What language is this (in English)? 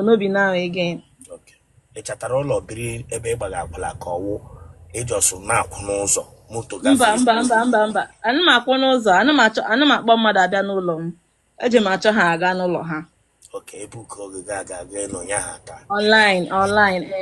Igbo